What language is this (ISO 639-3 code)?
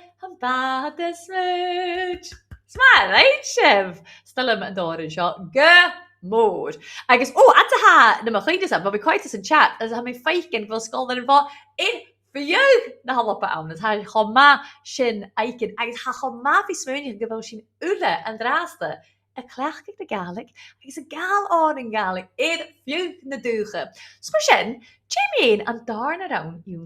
gla